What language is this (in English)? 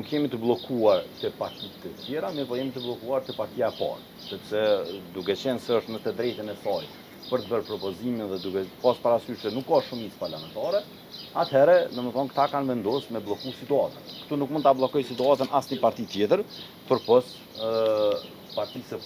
Albanian